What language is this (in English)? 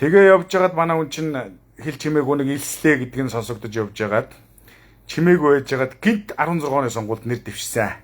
Mongolian